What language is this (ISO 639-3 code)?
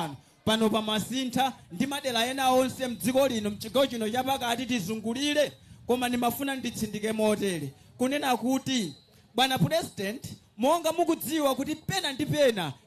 nya